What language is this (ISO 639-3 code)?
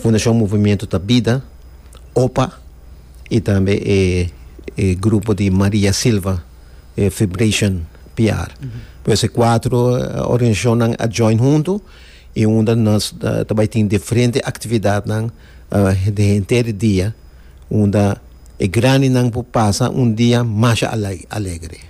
pap